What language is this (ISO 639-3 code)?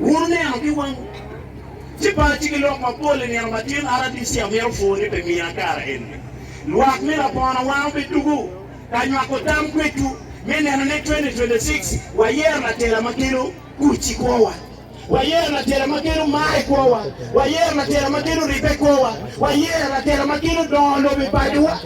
ach